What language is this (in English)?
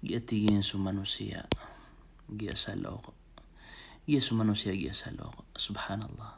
Maranao